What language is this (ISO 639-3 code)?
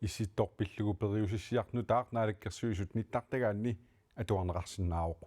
kal